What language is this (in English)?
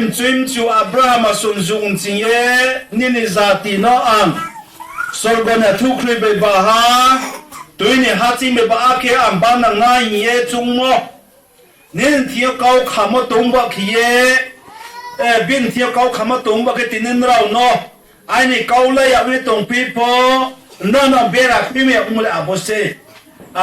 Riang (India)